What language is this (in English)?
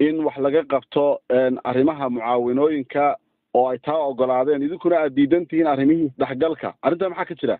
Somali